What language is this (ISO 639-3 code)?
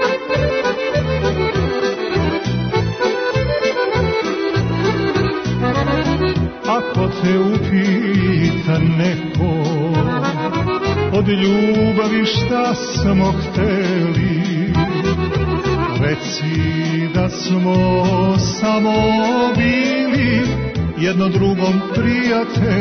srp